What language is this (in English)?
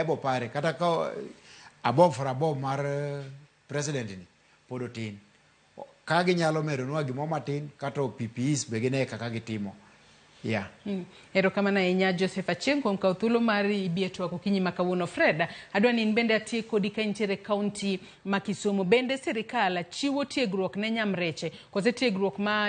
Luo (Kenya and Tanzania)